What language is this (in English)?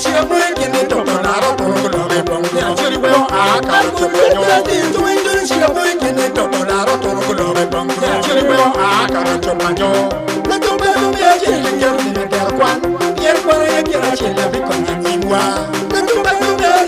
Acoli